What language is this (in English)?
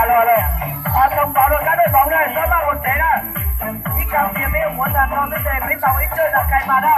Hmong